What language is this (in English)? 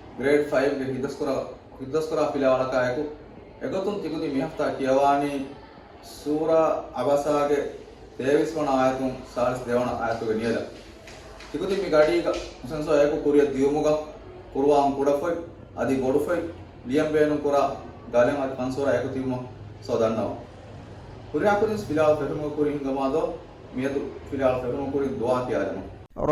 Divehi